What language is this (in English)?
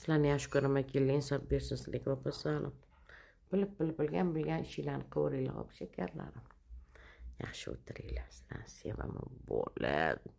Uzbek